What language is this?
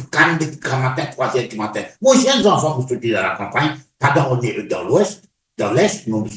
Morisyen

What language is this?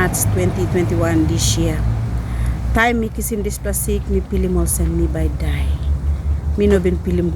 Tok Pisin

